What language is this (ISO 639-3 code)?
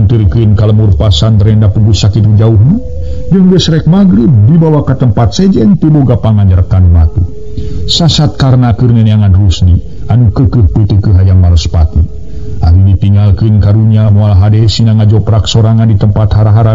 sun